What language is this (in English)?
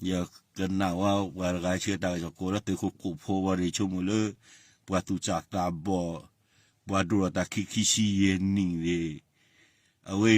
S'gaw Karen